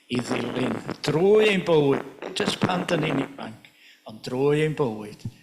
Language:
Welsh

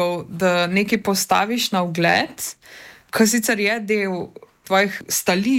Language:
Slovenian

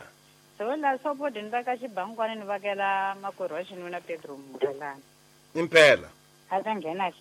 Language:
Tsonga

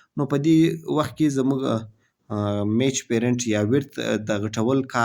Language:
Pashto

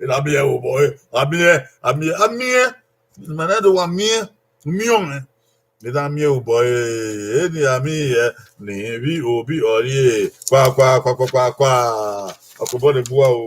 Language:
Bini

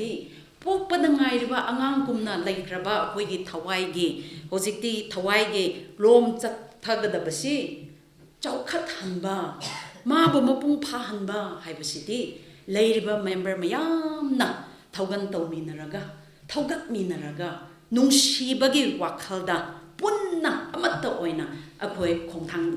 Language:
Manipuri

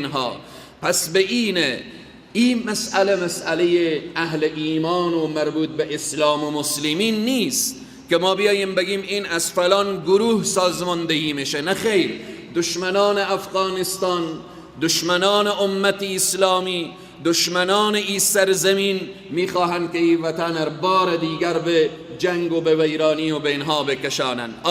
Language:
Persian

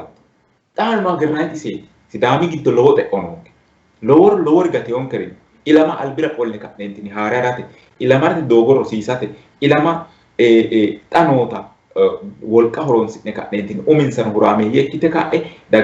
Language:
Sidamo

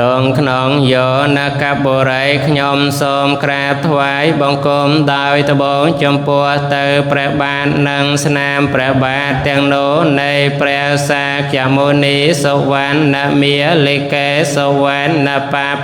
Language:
Khmer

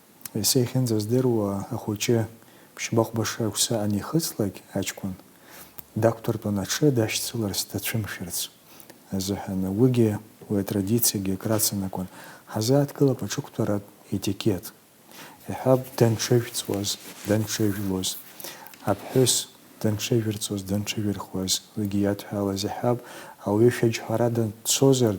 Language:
Abkhazian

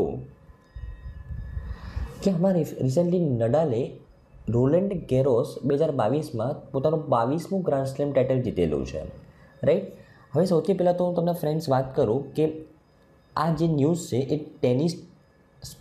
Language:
Gujarati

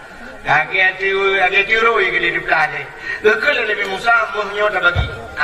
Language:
Achinese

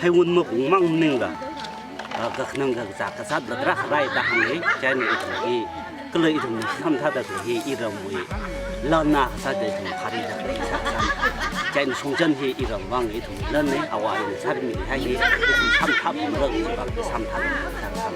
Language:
Tangkhul Naga (India)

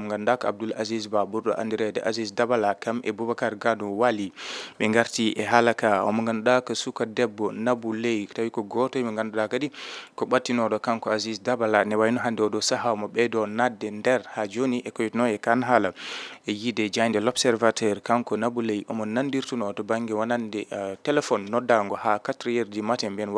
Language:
Fula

